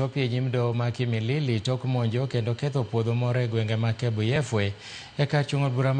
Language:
Luo (Kenya and Tanzania)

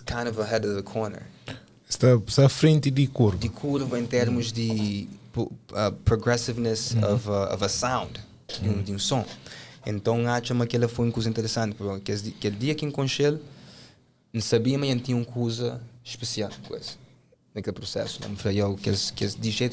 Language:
Kabuverdianu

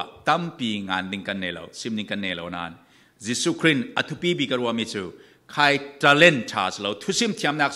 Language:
Falam Chin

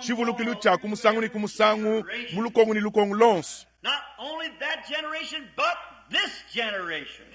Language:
Luba-Lulua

